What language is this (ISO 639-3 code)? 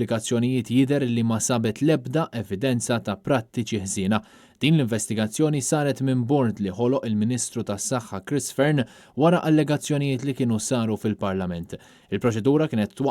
mlt